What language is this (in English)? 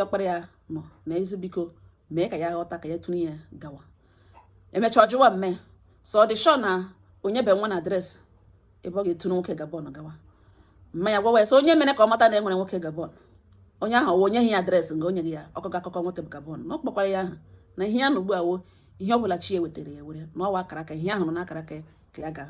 Igbo